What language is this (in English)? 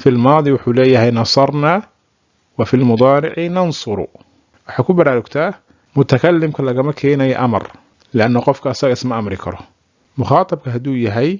Somali